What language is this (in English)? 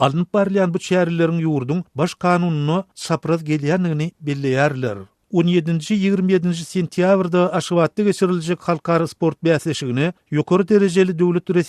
Turkmen